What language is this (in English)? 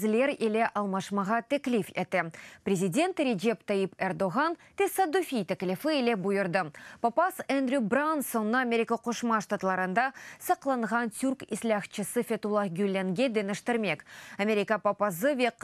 Crimean Tatar